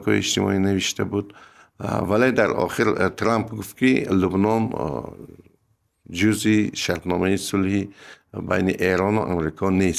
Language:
Persian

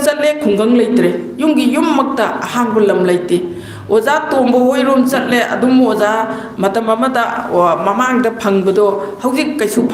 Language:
Manipuri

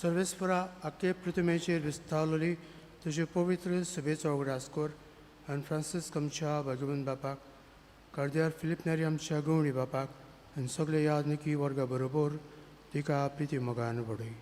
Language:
Konkani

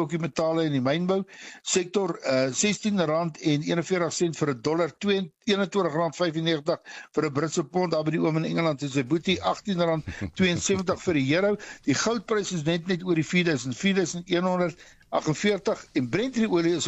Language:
Afrikaans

